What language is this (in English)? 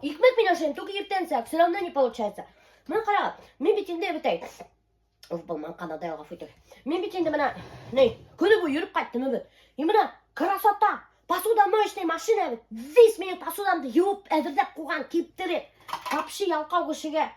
Bashkir